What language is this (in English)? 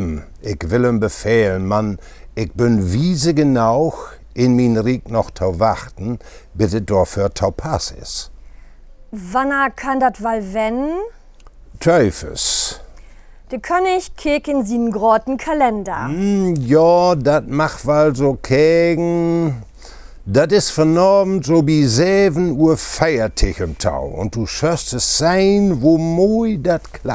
Low German